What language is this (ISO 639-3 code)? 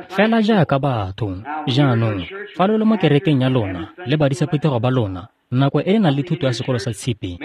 tsn